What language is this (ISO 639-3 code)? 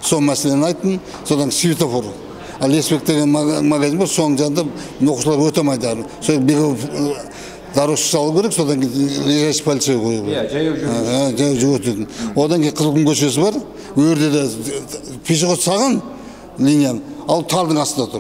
kaz